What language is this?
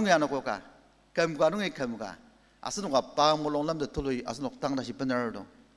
Ao Naga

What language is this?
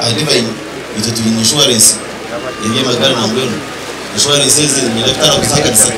Nyankole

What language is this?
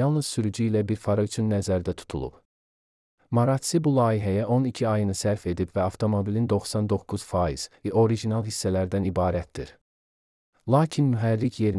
Azerbaijani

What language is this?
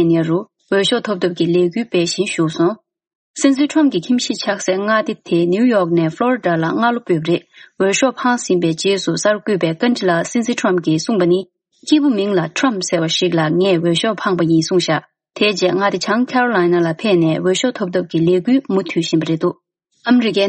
Tibetan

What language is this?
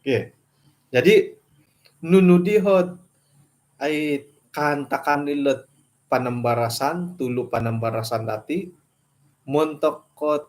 Central Dusun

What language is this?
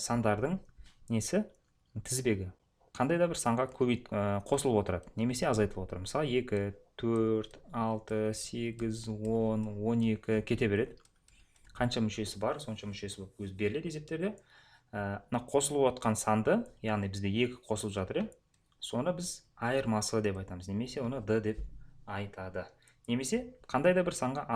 Kazakh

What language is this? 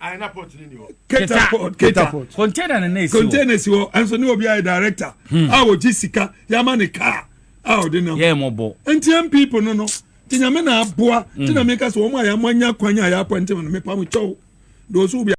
Akan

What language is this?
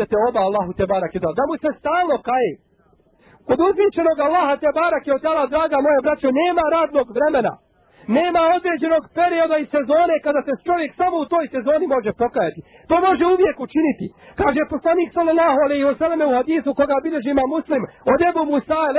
Bosnian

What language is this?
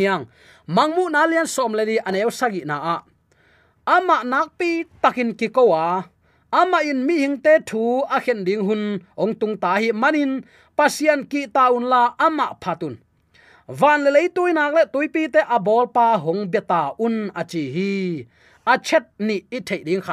Tedim Chin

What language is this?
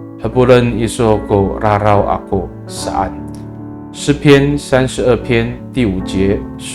Amis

